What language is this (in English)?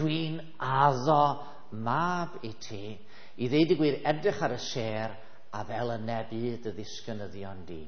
Welsh